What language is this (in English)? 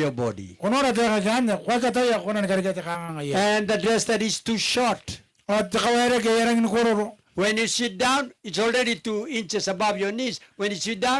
Gilbertese